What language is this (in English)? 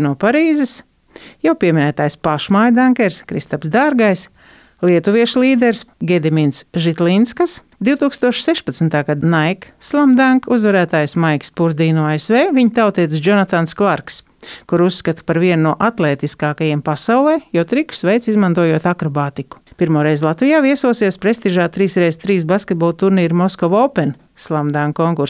Latvian